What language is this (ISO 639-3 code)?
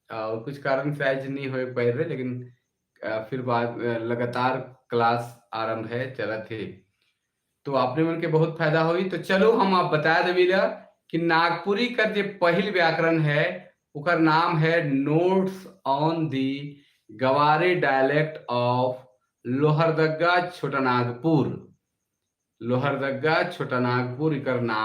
sck